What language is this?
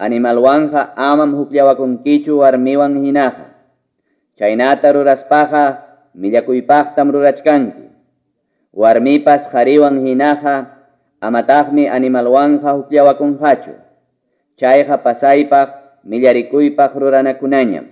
Quechua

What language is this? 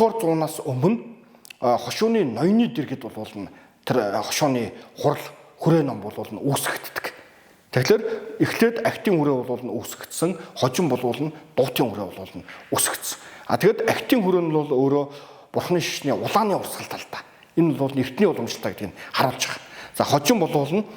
Mongolian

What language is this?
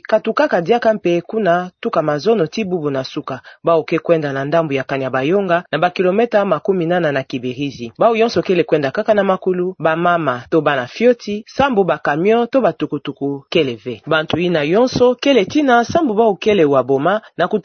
Kituba (Democratic Republic of Congo)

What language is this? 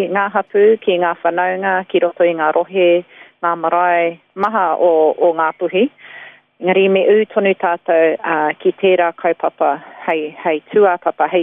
Māori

